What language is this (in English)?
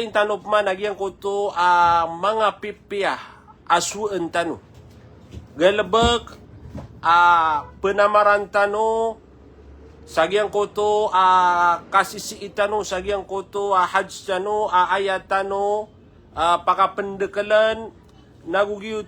Maranao